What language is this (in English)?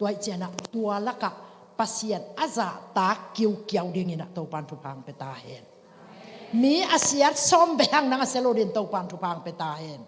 Tedim Chin